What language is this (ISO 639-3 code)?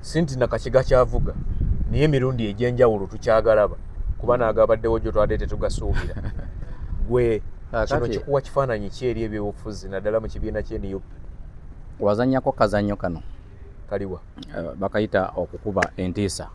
lug